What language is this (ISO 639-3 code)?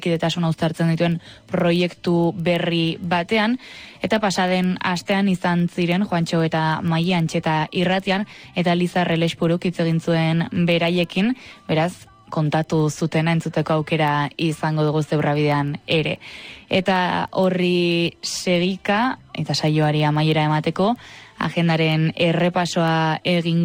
eus